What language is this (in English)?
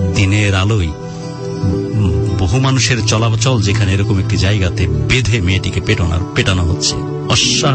Bangla